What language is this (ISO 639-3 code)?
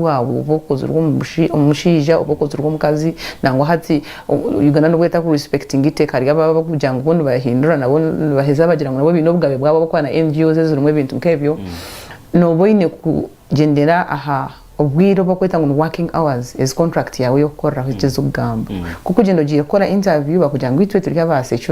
nyn